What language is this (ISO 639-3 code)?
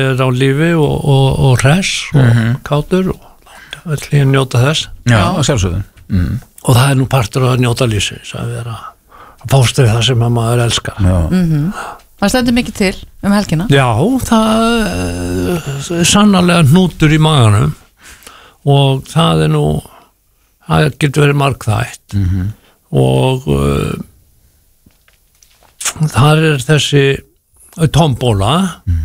isl